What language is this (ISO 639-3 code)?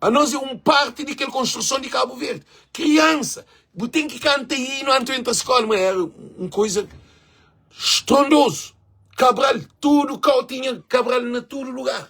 kea